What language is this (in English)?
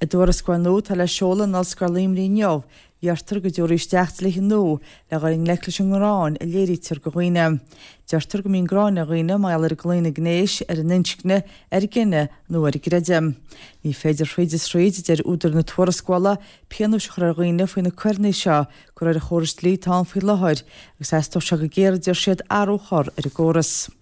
Irish